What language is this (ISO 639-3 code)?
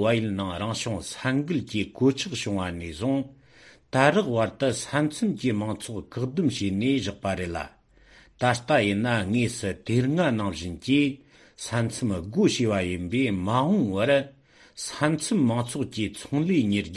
bod